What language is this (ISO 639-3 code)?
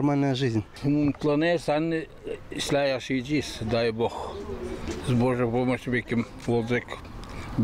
gag